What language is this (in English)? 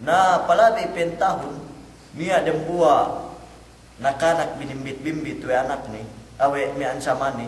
Yakan